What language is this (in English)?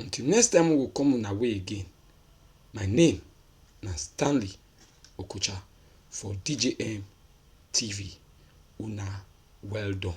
Nigerian Pidgin